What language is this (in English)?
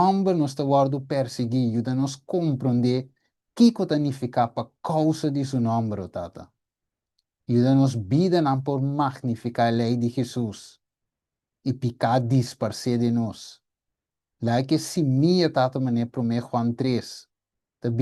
Papiamento